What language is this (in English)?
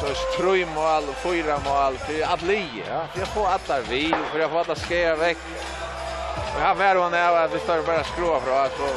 Faroese